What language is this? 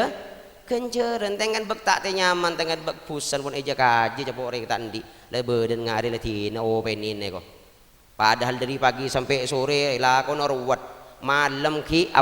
Madurese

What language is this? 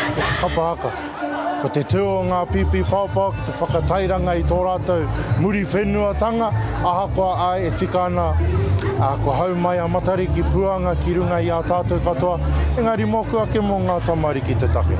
Māori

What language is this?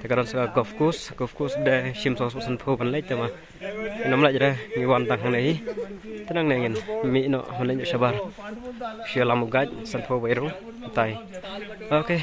Khasi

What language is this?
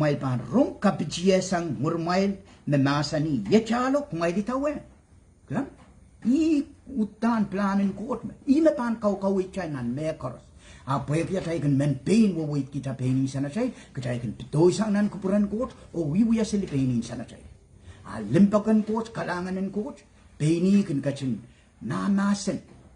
Pohnpeian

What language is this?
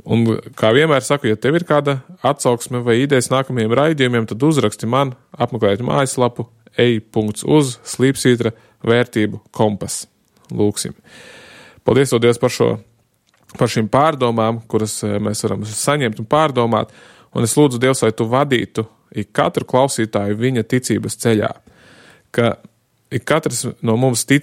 Latvian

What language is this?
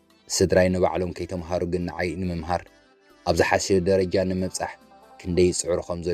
Tigrinya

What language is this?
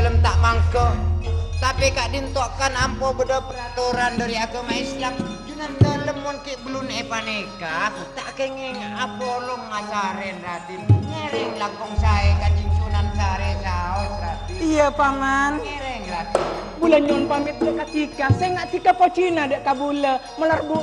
Madurese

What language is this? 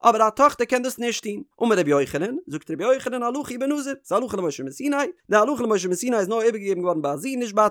Yiddish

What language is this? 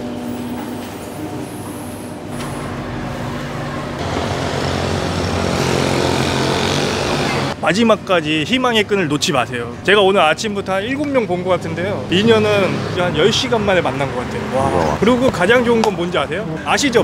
Korean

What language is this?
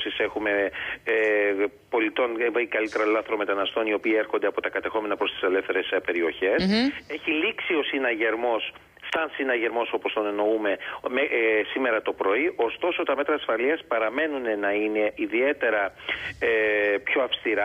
Greek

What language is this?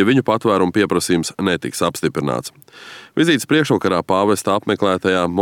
Latvian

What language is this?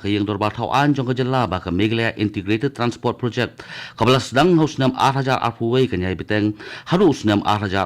Khasi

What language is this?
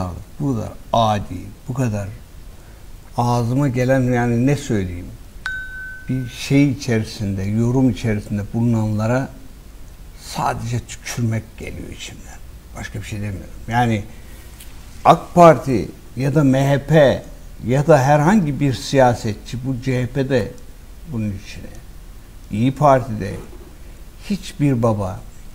Turkish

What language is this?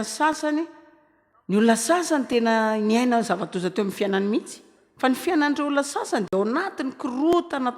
Malagasy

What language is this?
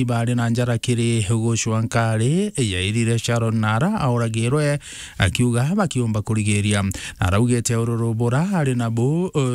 Meru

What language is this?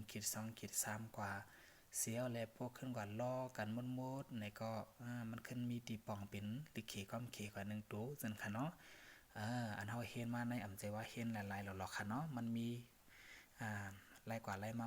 Shan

